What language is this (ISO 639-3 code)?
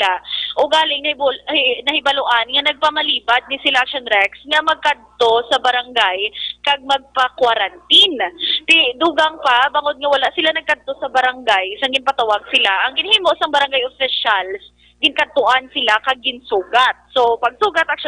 hil